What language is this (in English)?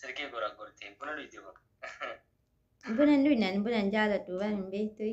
Oromo